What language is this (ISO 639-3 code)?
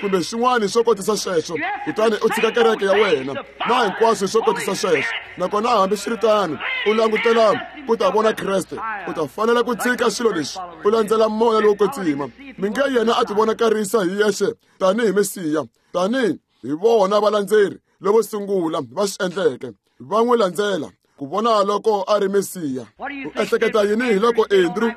tso